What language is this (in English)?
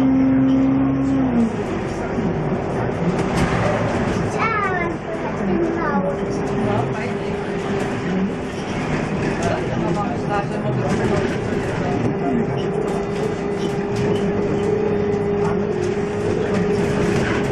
Polish